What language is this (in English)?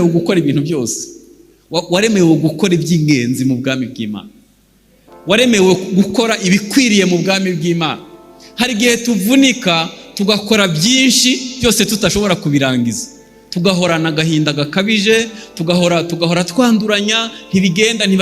Kinyarwanda